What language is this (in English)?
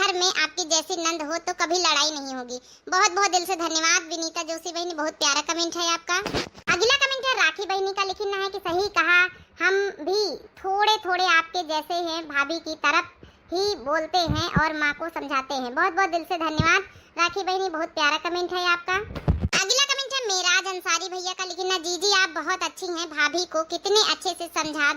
Awadhi